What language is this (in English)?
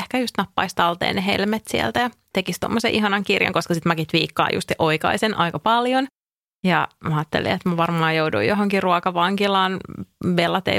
Finnish